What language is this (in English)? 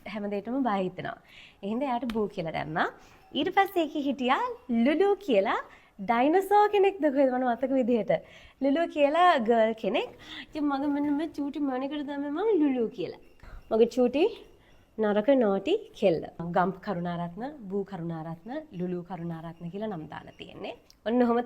Sinhala